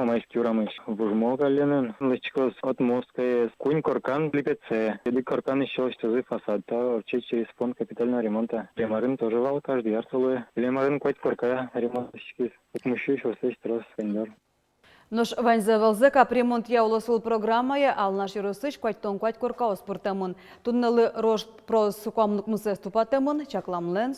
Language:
Udmurt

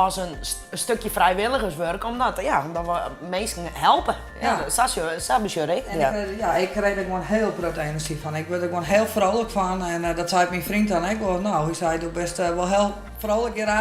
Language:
Western Frisian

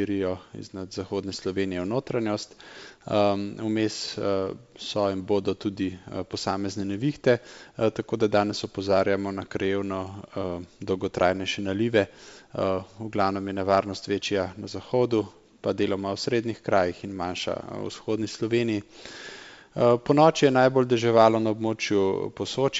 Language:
Slovenian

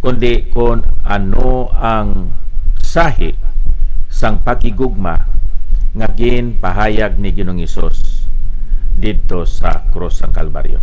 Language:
Hiligaynon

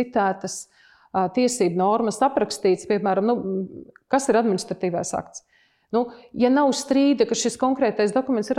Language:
Latvian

